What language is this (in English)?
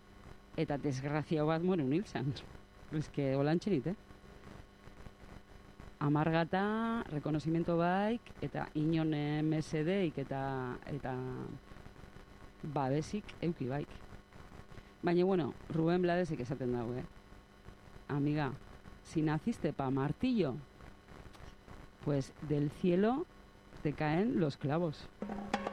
Basque